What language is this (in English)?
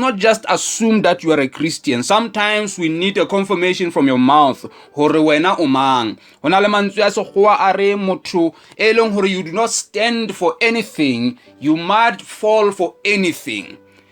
Southern Sotho